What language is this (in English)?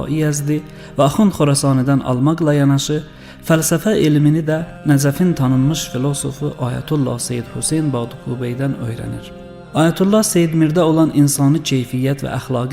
Azerbaijani